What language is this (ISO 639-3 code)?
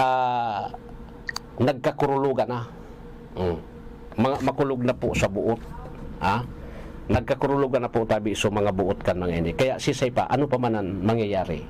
bik